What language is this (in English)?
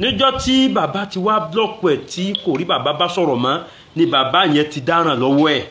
Yoruba